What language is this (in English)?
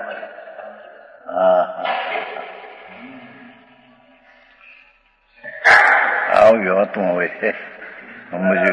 Gujarati